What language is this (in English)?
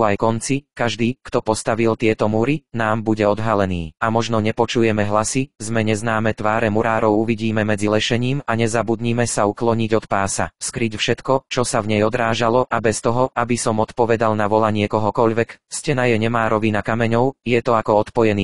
Slovak